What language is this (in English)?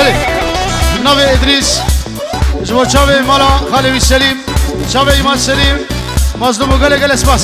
Kurdish